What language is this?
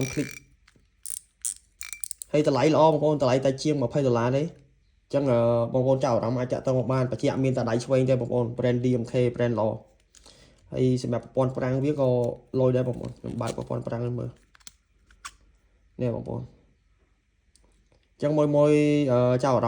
Khmer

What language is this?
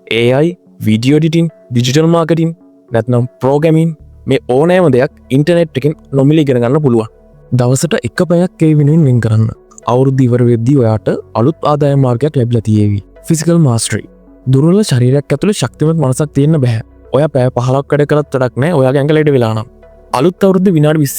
Sinhala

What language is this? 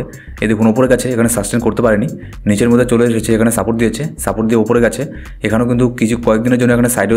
Bangla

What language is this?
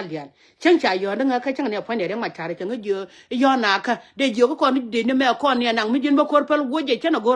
Nuer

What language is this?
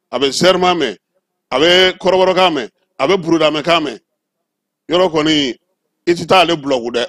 Bambara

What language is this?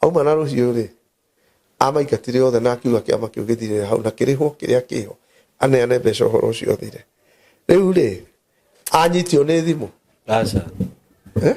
Kikuyu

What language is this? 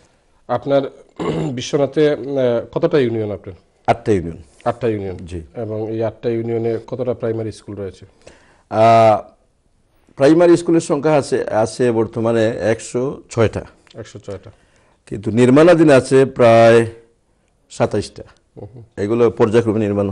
Bangla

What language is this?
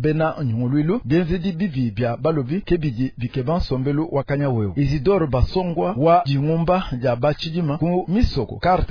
Luba-Lulua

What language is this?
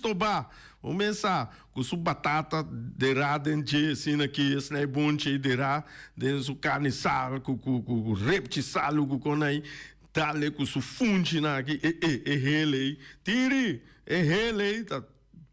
Papiamento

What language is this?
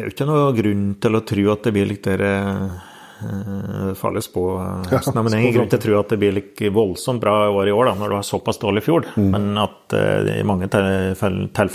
Norwegian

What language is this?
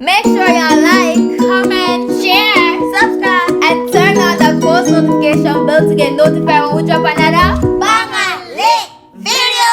Jamaican Creole English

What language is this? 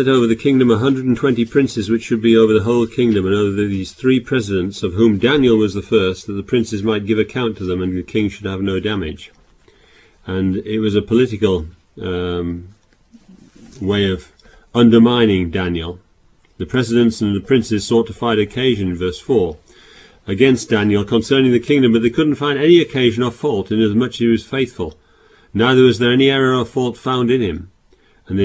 English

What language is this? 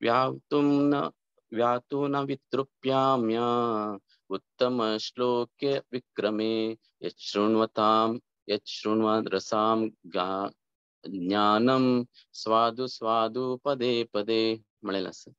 Konkani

